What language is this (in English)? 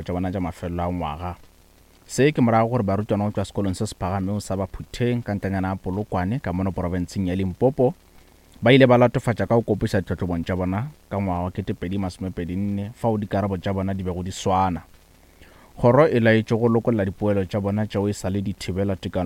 Northern Sotho